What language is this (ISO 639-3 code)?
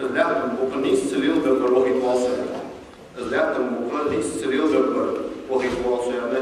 inh